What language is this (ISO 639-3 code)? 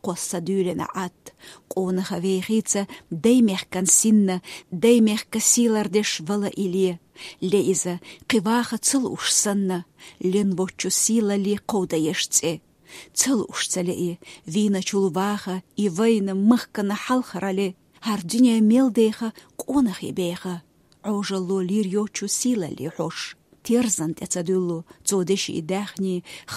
che